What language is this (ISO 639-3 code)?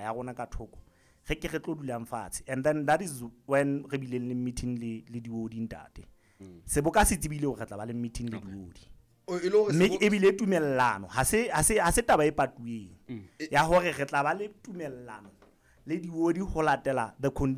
sot